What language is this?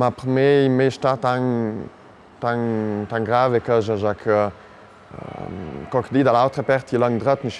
Ladin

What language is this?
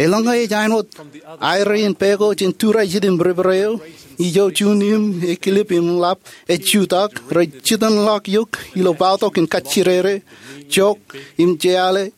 Marshallese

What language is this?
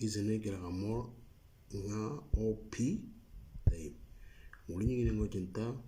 Moro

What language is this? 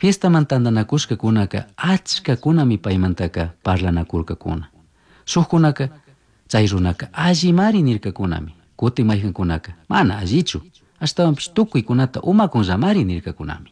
Chimborazo Highland Quichua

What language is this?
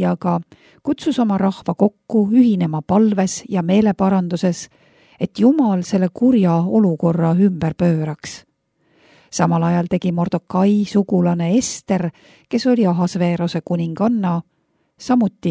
Estonian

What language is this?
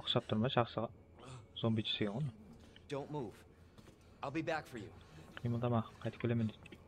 Kara-Kalpak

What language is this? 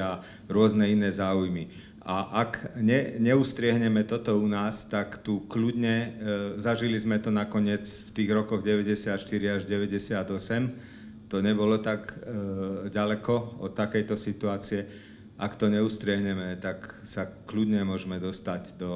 Slovak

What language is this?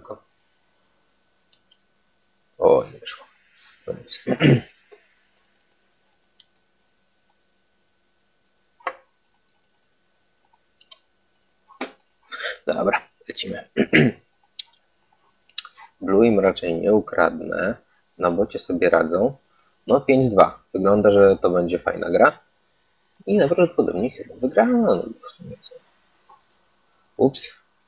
Polish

